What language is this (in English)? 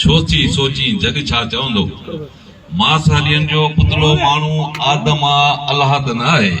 Sindhi